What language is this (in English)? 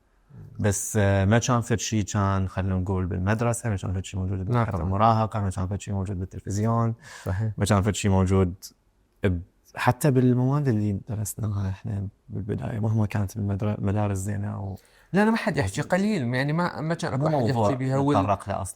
Mesopotamian Arabic